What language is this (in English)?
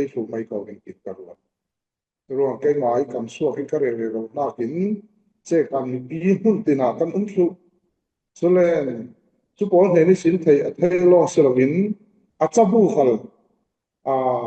Falam Chin